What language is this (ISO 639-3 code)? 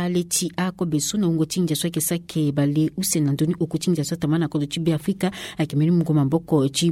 sag